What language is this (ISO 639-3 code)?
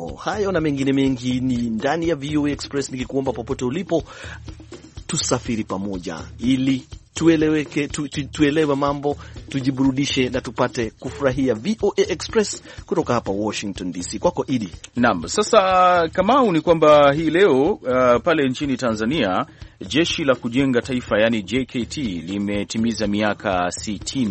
swa